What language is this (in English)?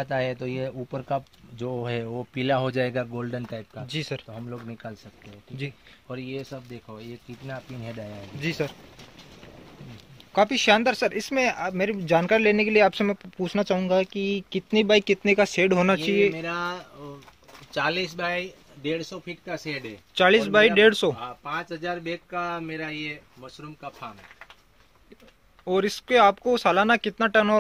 Hindi